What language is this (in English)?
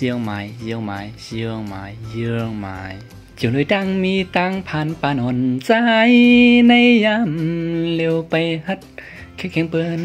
Shan